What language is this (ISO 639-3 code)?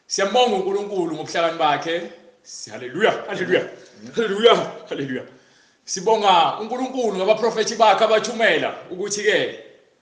zul